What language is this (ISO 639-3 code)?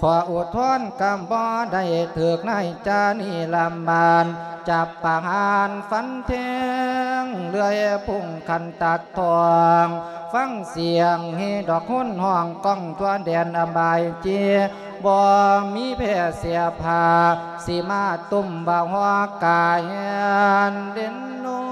lao